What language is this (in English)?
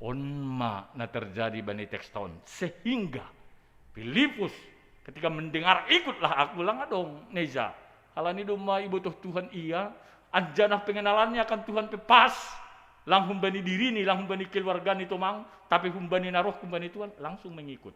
Batak Simalungun